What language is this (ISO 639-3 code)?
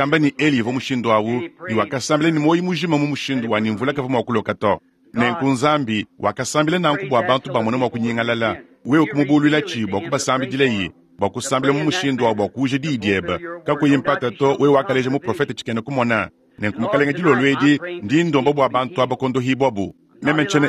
lua